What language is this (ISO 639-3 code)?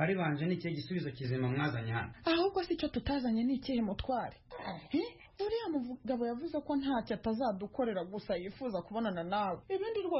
kin